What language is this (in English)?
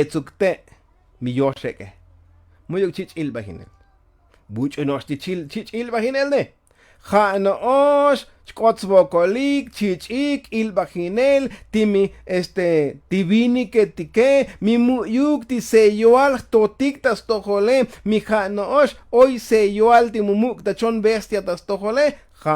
Tzotzil